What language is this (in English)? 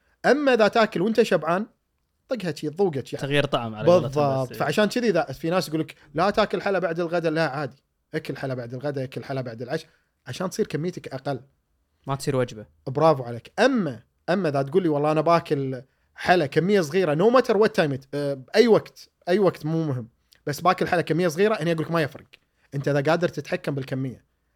Gulf Arabic